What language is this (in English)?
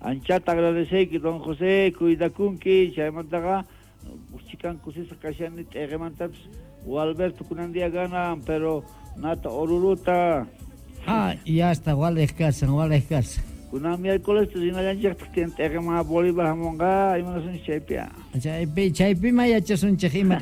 Quechua